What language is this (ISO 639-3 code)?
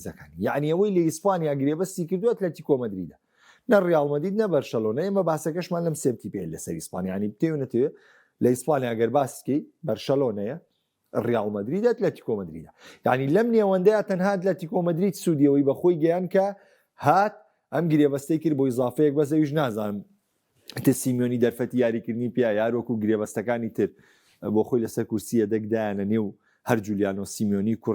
ckb